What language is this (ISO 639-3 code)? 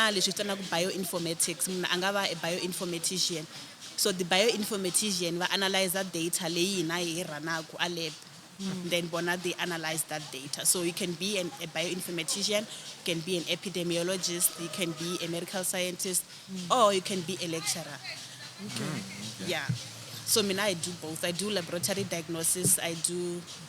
tso